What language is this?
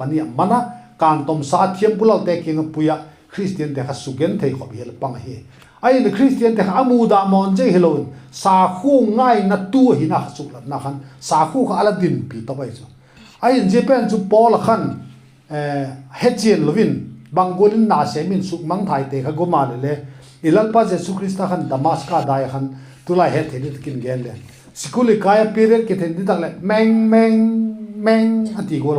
Vaiphei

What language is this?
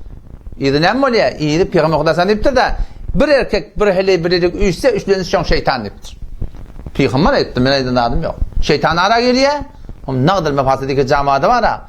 Turkmen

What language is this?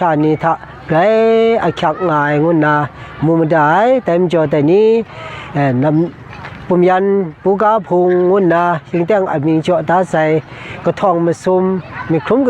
Kachin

